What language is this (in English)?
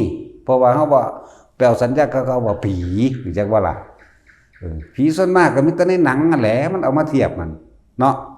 Northeastern Thai